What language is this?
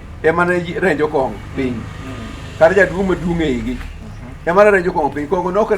Luo (Kenya and Tanzania)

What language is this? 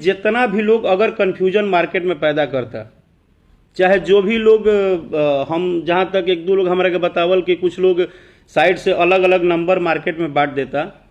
Bhojpuri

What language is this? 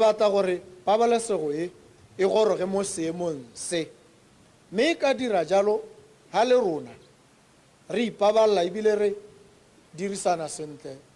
Tswana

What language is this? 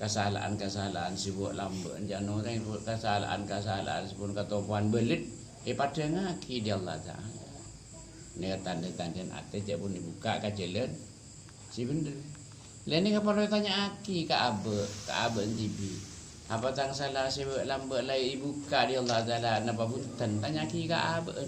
Madurese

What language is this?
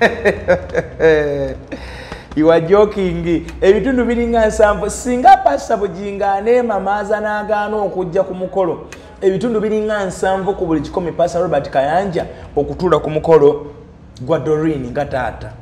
Ganda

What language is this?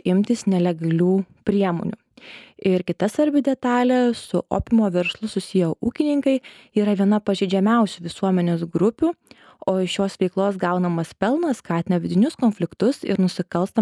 Lithuanian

